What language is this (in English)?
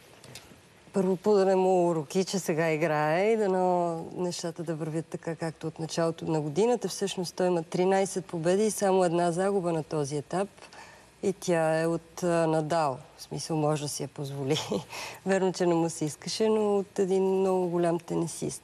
Bulgarian